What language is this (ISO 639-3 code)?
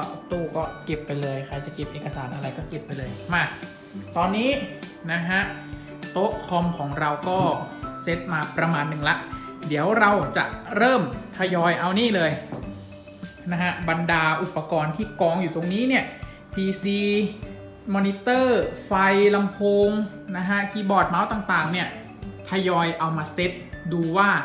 tha